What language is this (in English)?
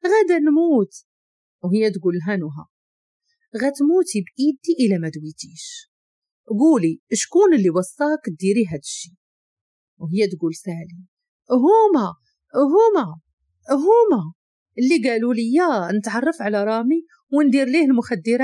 Moroccan Arabic